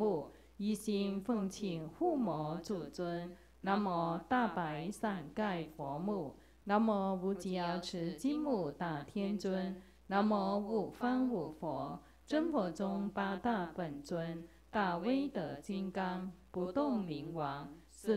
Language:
Chinese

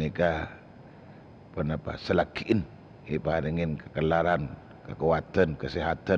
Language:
Madurese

